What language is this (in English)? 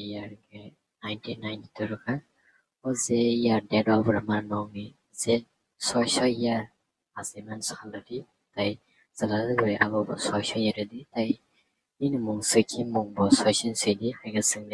Kok Borok